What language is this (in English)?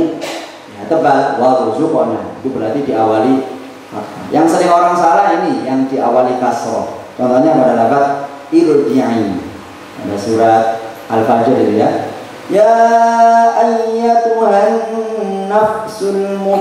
Indonesian